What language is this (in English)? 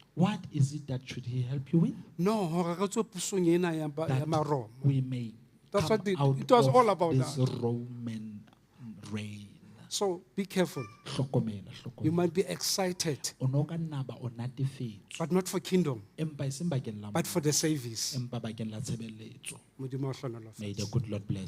Southern Sotho